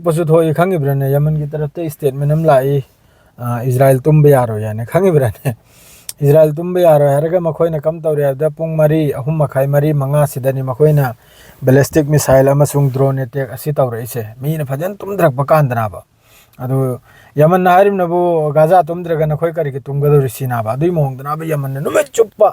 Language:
Manipuri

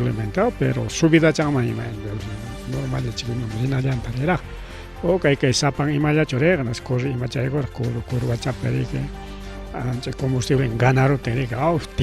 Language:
Ayacucho Quechua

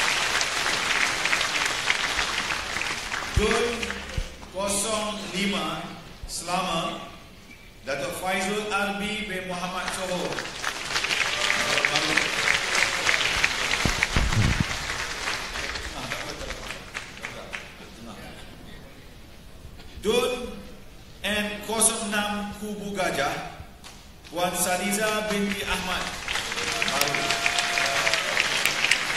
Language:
Malay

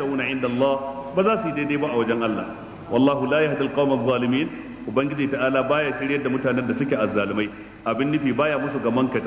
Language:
Hausa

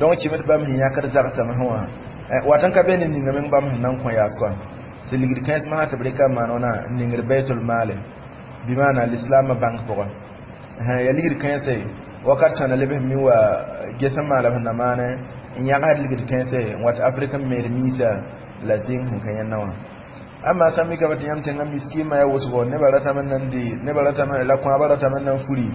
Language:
Mossi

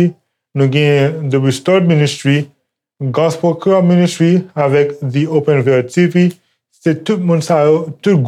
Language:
Haitian Creole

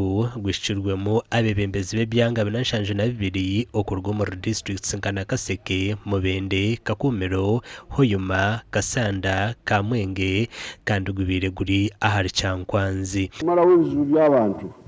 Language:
Nyankole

